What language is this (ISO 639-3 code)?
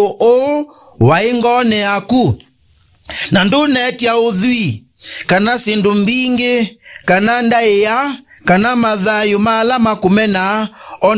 kam